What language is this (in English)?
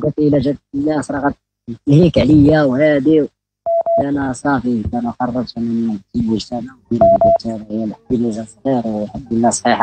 Moroccan Arabic